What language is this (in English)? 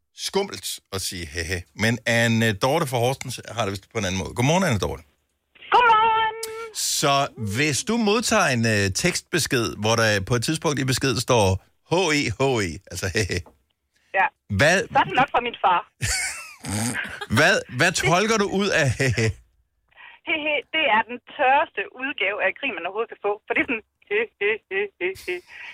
Danish